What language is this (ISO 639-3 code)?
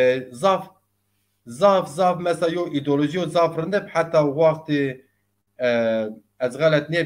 zza